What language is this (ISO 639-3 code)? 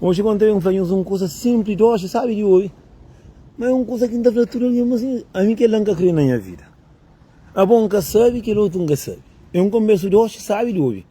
kea